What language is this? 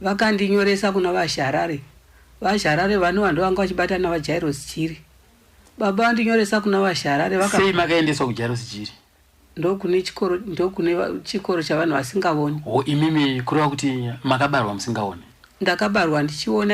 Shona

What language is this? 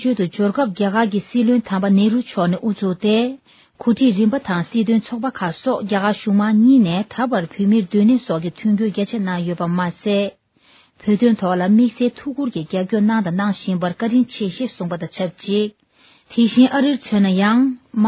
Tibetan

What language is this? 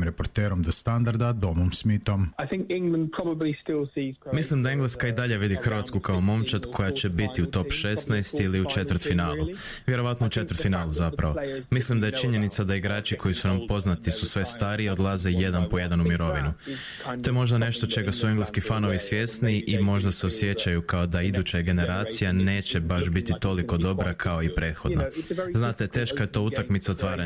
Croatian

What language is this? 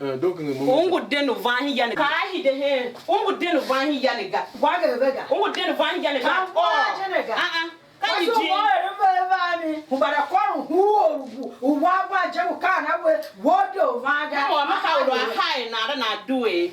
Tiv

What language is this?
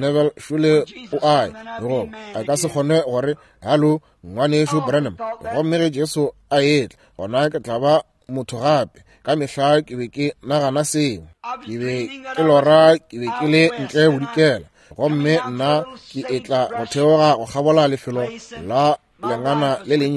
Northern Sotho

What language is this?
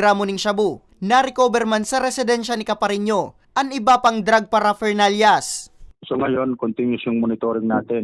Bikol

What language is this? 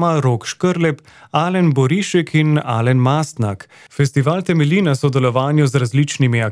Slovenian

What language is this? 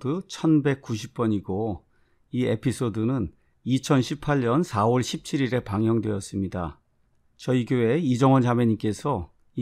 Korean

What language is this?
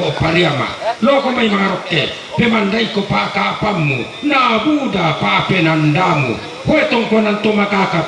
Toraja-Sa'dan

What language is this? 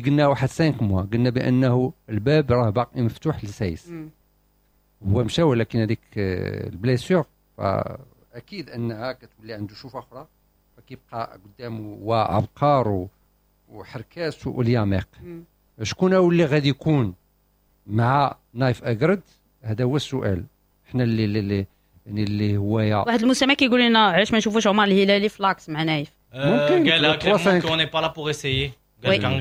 Moroccan Arabic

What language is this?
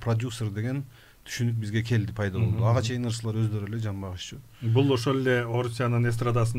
Kyrgyz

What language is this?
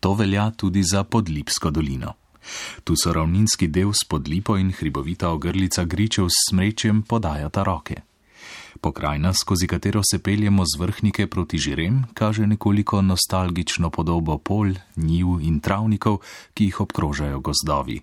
Slovenian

